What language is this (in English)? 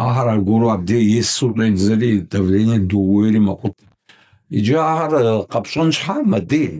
Kabardian